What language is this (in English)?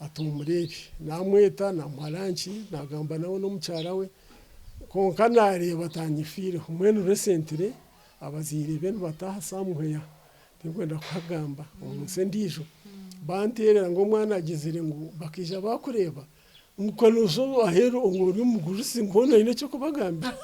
Nyankole